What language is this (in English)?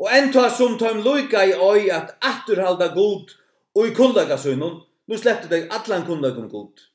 Faroese